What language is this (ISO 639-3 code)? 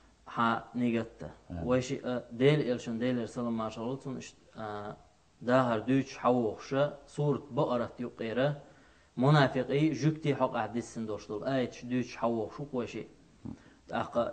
che